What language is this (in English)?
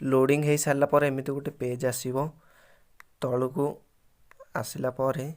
Odia